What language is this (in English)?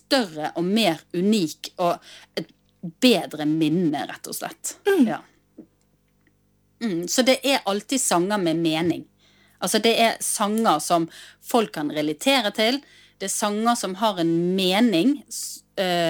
Norwegian